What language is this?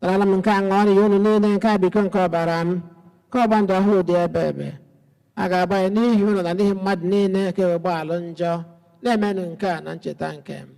Igbo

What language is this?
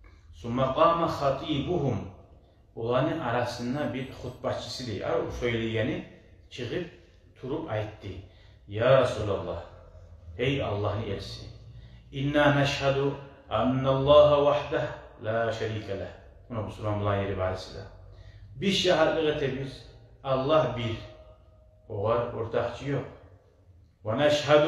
Kumyk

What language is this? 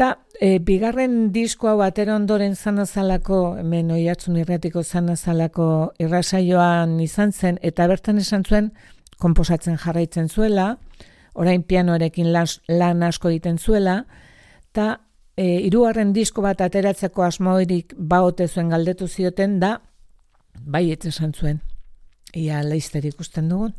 Basque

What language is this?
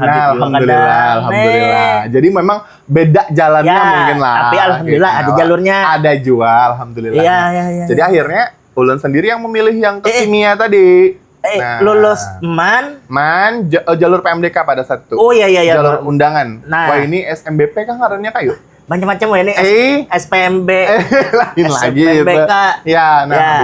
Banjar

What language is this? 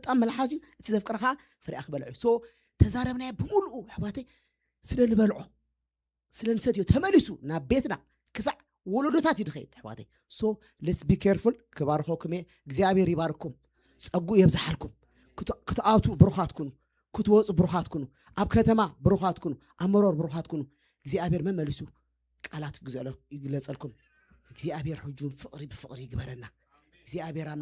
Tigrinya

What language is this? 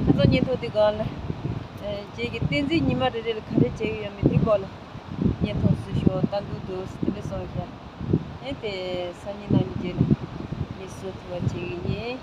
Tibetan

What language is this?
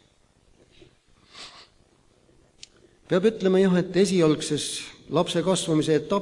Estonian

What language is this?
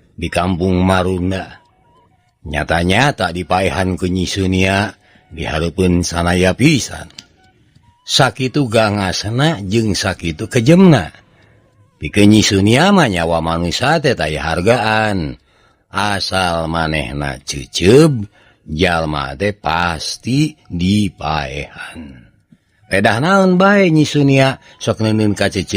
Sundanese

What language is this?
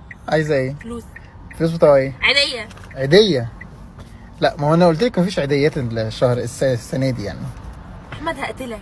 Egyptian Arabic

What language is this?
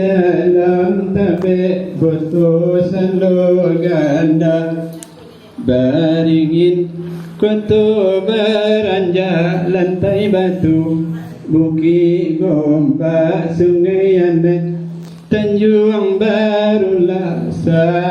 Minangkabau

